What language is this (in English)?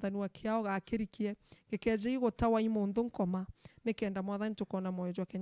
Meru